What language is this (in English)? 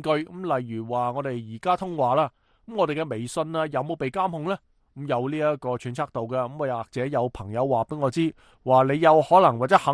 Cantonese